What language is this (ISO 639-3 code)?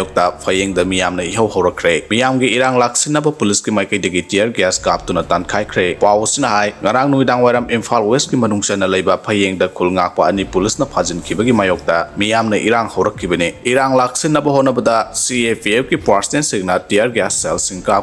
mni